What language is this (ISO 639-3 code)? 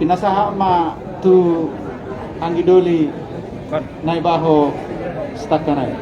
bbc